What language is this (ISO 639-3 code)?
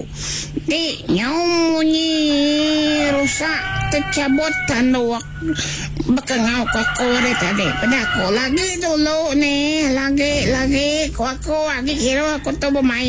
iba